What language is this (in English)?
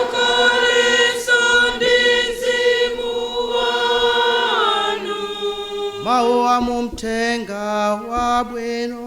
Nyanja